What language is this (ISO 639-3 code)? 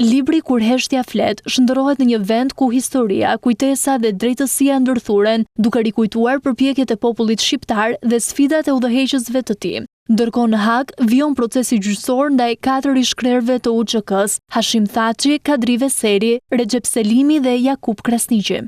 sqi